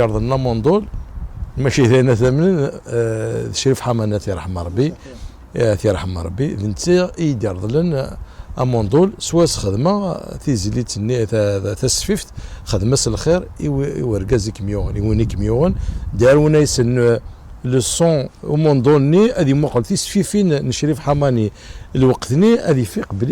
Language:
Kabyle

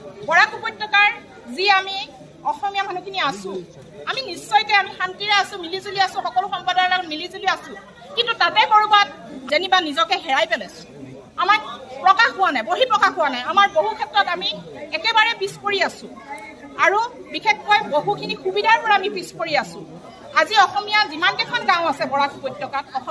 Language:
Assamese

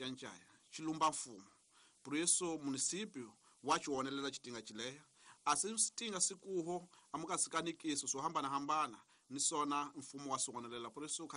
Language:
Tsonga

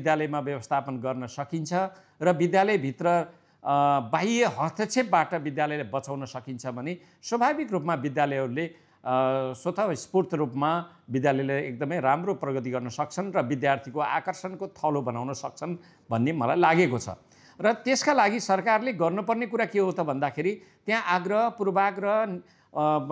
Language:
Nepali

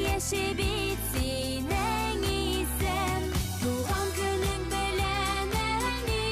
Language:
Bashkir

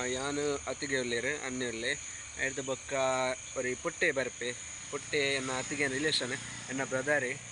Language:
Tulu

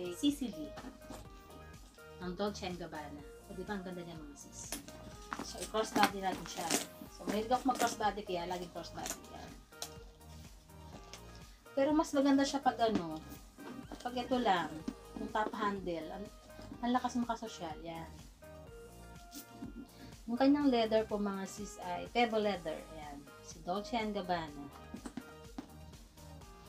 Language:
Filipino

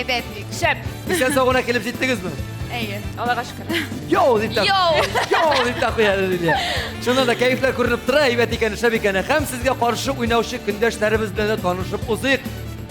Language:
Tatar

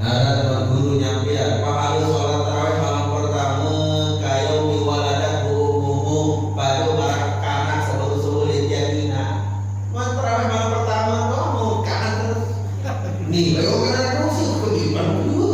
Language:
Sasak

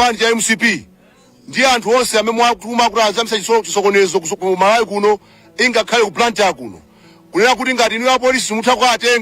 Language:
Nyanja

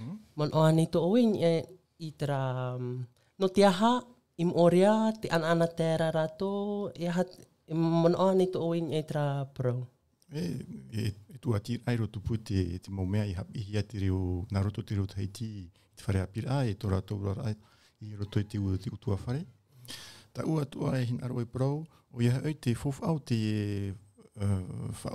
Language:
Tahitian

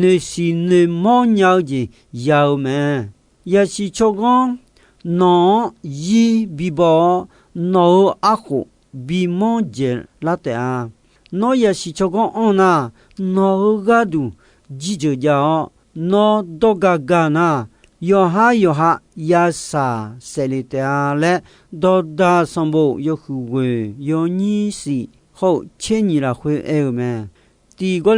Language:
Akha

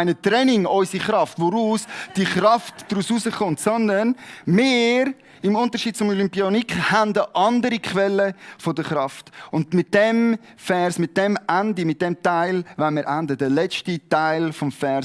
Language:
Swiss German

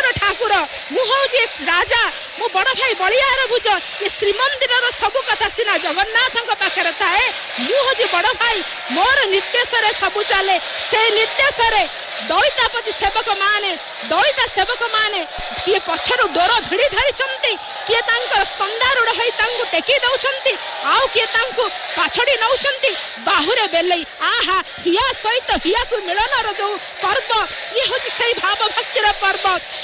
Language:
Odia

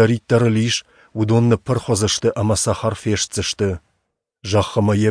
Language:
Ossetic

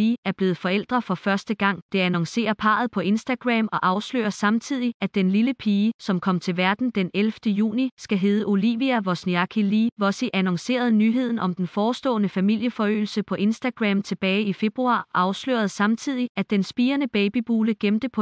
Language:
Danish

